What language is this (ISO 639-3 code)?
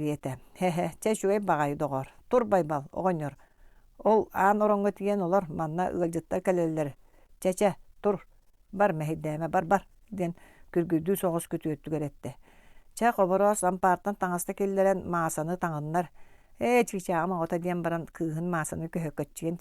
sah